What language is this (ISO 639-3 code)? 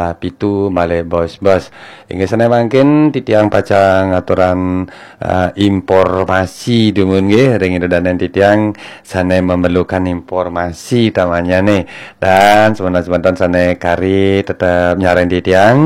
ban